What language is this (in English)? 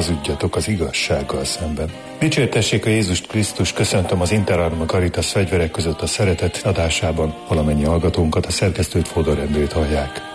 Hungarian